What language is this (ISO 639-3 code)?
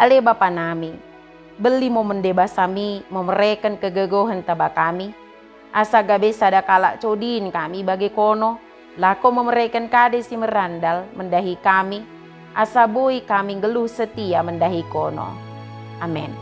btd